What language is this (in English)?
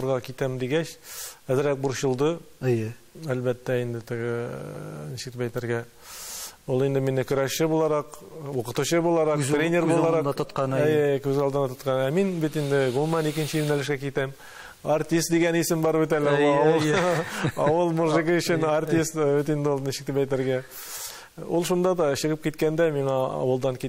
Tatar